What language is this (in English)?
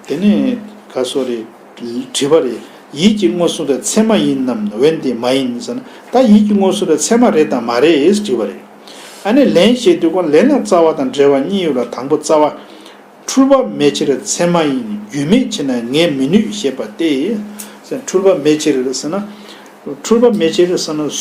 Tibetan